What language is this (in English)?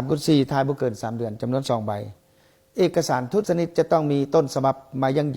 Lao